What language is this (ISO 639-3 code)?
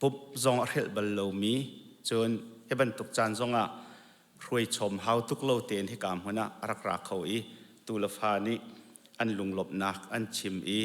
cnh